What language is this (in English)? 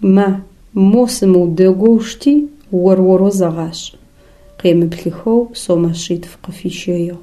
Adyghe